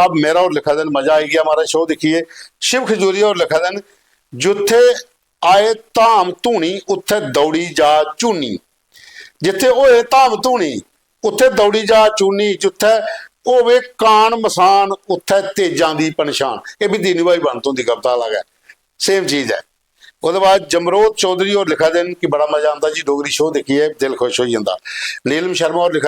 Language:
Dogri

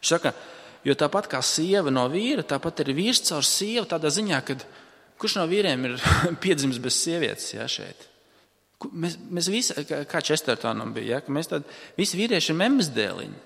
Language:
Latvian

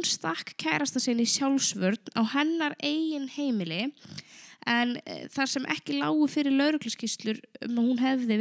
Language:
Icelandic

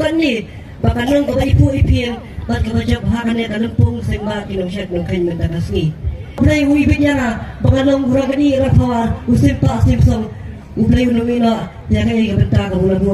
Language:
Khasi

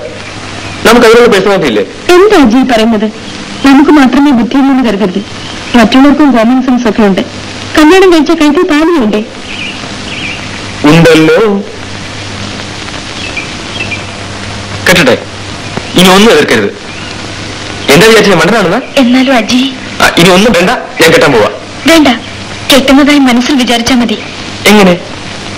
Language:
Malayalam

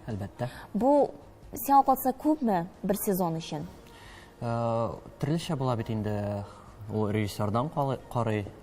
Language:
Tatar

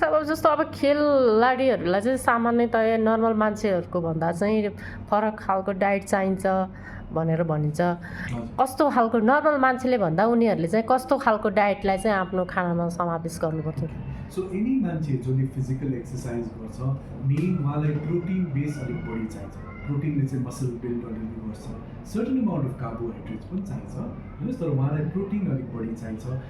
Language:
Nepali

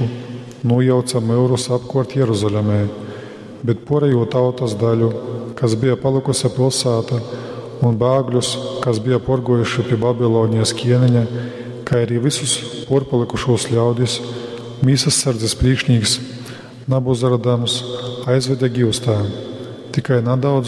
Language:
Latgalian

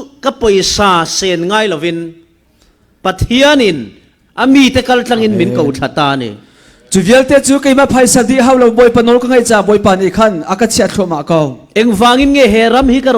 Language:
Falam Chin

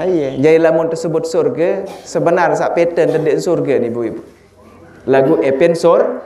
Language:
Sasak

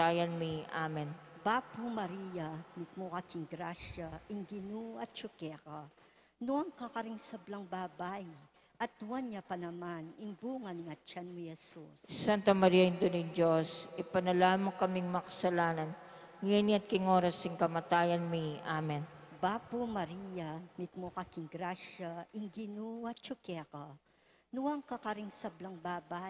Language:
Pampanga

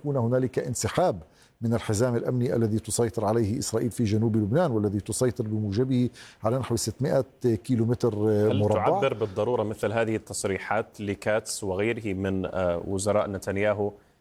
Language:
Arabic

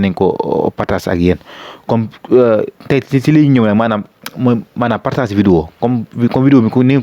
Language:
Wolof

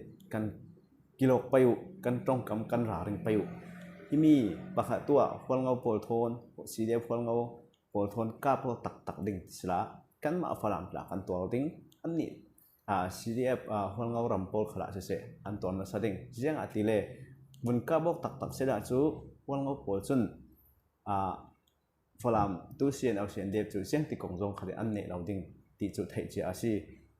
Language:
Falam Chin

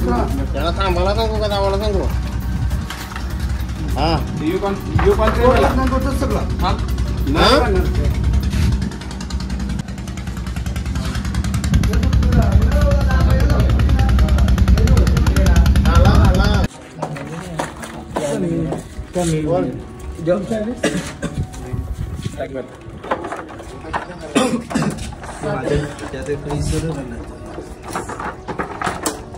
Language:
Marathi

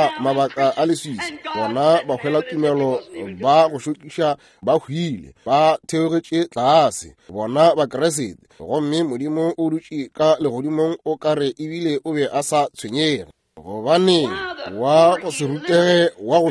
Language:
Northern Sotho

